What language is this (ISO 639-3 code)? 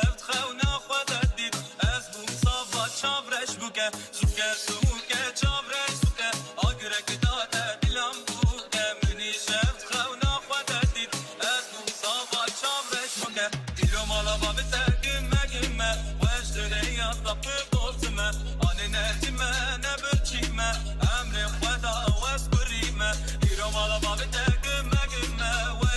tur